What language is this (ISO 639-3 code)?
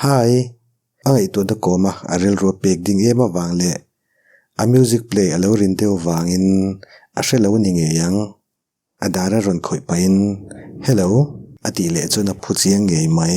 lus